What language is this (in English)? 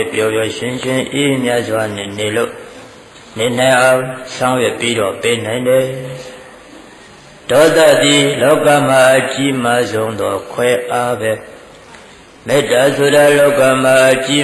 Burmese